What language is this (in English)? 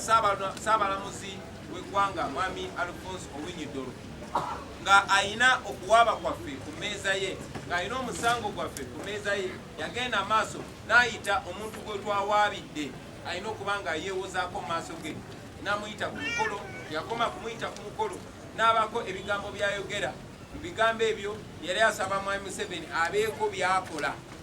Ganda